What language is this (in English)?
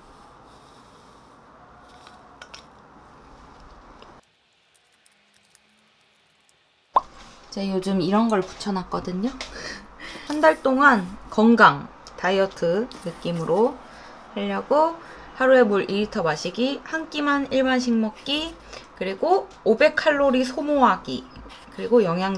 Korean